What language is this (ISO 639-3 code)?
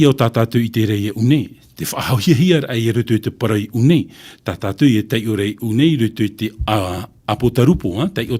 tah